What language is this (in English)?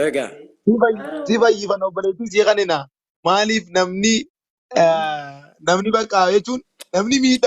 Oromo